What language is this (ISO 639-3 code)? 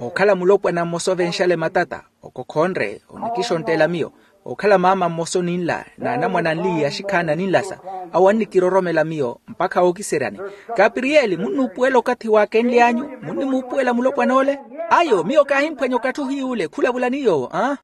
vmw